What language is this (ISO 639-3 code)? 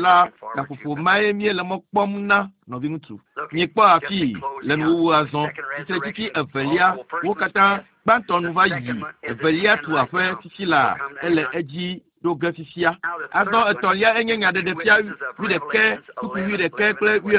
ewe